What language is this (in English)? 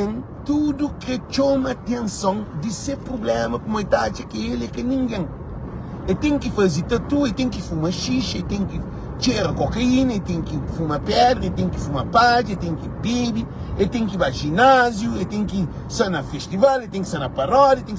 Kabuverdianu